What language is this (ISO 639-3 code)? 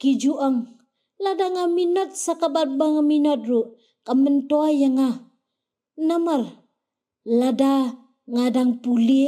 kha